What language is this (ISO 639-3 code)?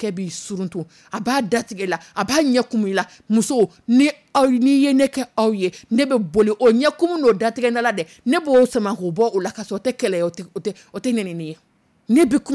dyu